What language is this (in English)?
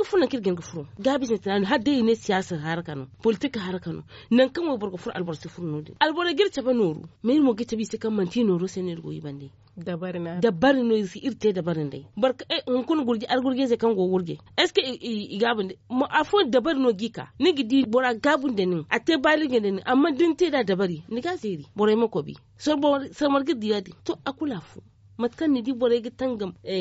Zarma